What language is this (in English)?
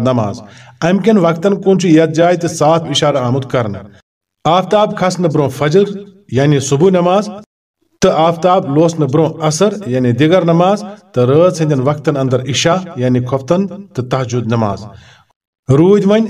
Kashmiri